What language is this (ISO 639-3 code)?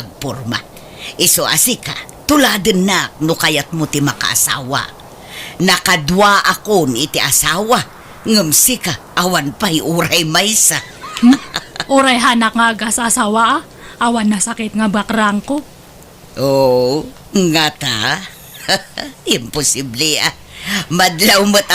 ilo